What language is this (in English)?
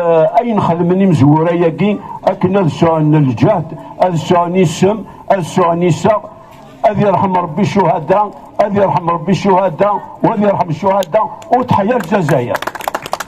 Kabyle